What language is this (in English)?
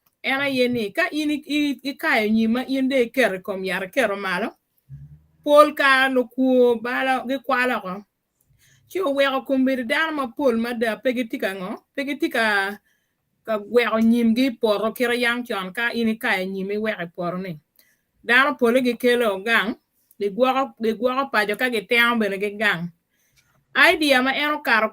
Acoli